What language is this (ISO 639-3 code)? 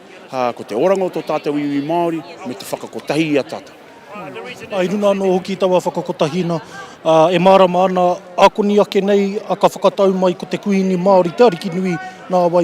mri